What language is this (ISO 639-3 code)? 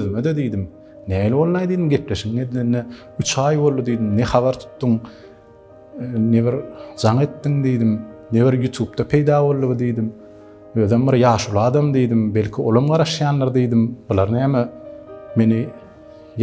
tuk